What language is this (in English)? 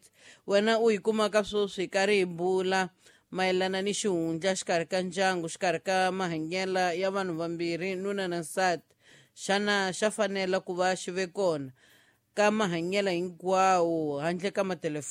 Tsonga